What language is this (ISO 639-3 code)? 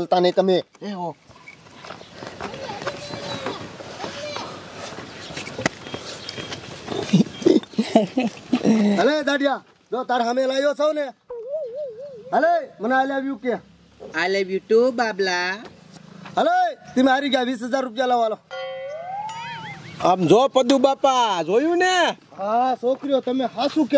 guj